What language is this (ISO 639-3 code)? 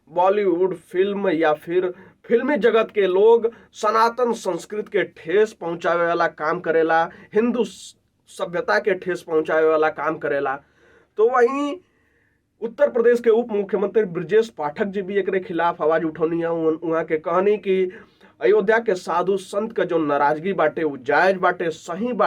bho